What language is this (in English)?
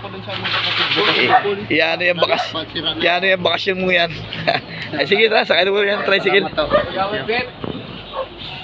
Filipino